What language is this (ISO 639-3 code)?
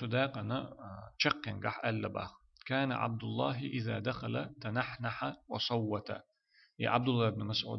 che